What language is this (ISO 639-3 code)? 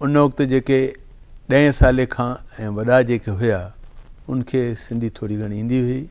snd